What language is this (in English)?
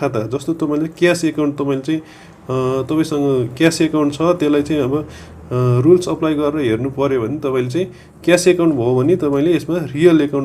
Nepali